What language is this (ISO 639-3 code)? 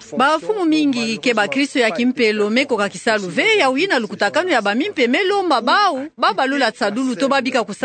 ktu